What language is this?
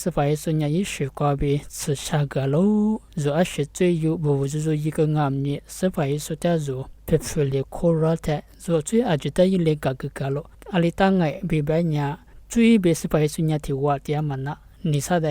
Lisu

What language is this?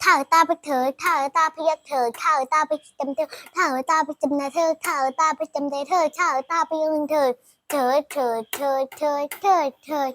Shan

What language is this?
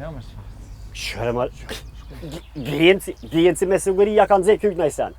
Albanian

